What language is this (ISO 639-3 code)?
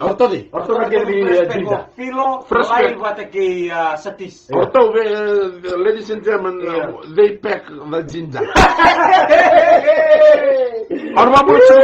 fij